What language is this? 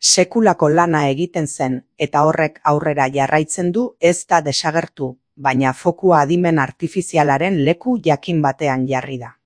Basque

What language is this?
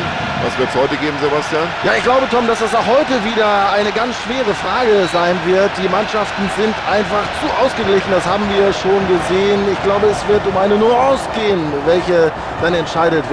Bavarian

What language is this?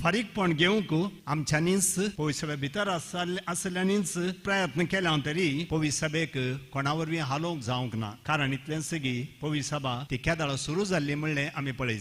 Konkani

